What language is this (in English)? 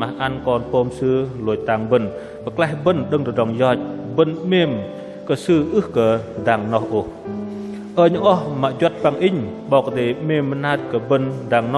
Bahnar